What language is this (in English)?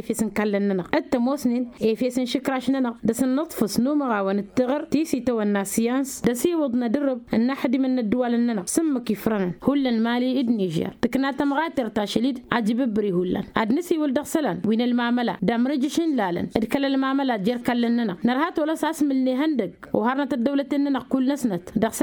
Tamasheq